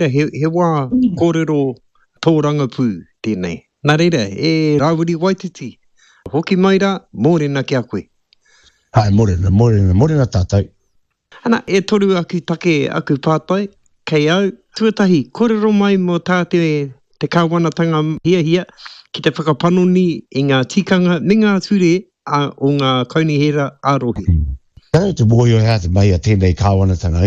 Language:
Māori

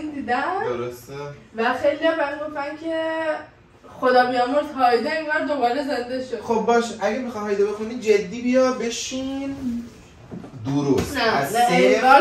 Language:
Persian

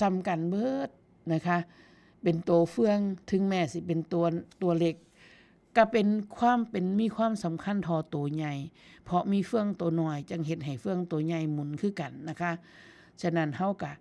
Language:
Northeastern Thai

